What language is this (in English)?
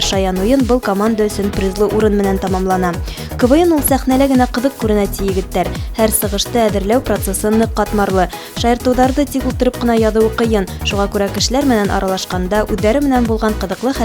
Bashkir